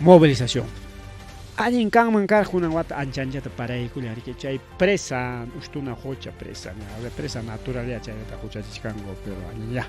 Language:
Ayacucho Quechua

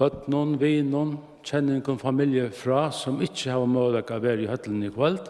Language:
Faroese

